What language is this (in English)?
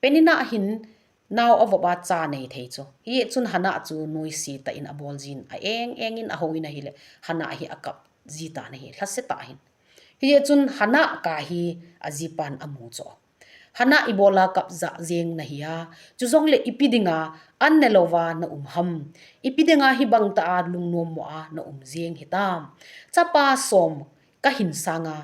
Thado Chin